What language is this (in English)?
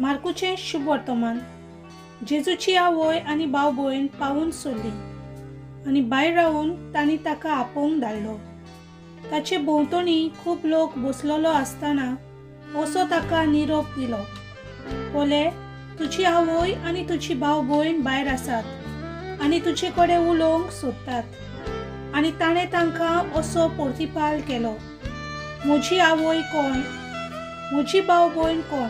Konkani